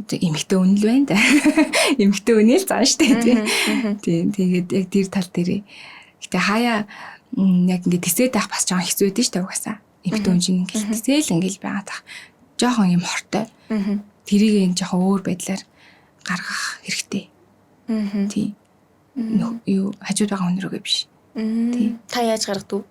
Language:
Mongolian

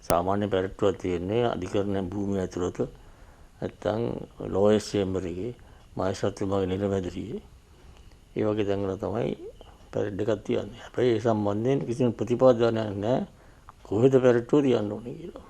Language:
Sinhala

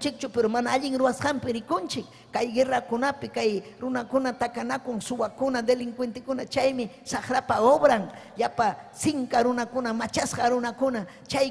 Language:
Ayacucho Quechua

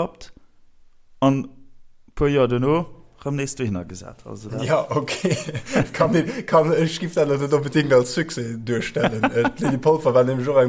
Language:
Luxembourgish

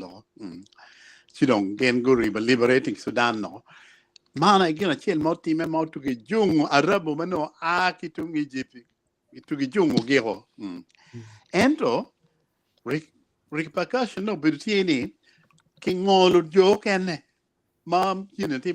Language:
Acoli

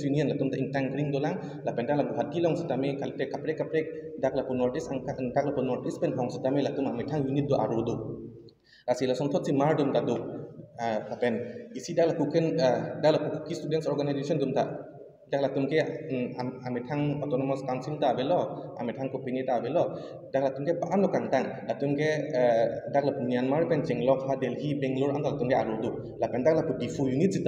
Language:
Karbi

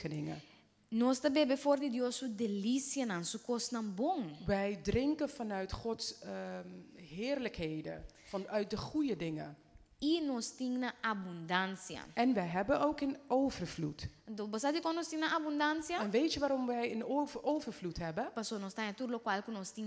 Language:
Papiamento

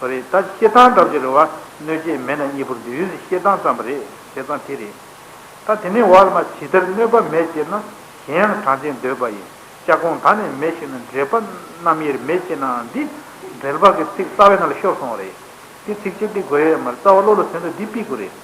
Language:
Tibetan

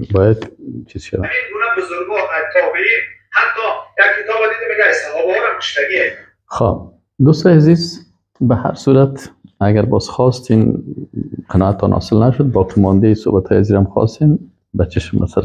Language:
Persian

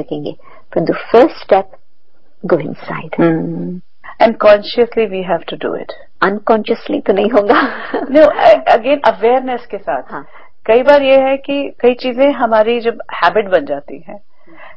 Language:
Hindi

